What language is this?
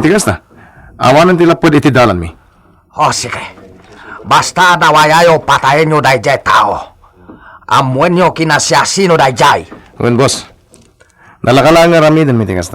Iloko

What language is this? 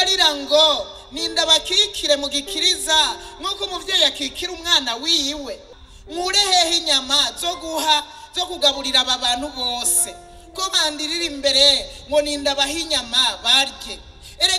Rundi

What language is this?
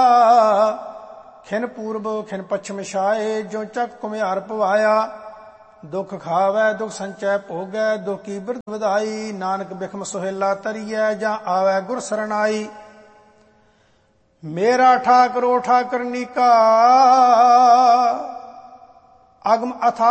Punjabi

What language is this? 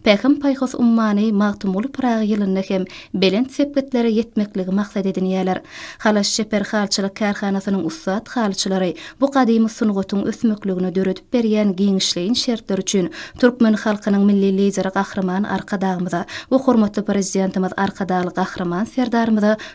Turkmen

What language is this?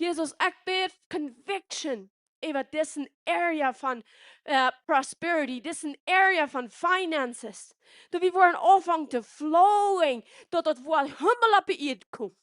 Plautdietsch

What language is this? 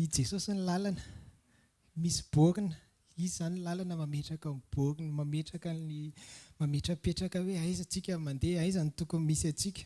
Malagasy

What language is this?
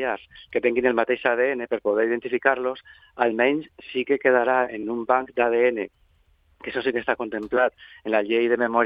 Catalan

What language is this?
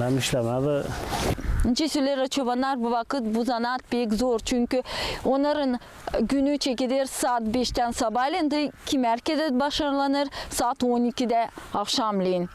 Gagauz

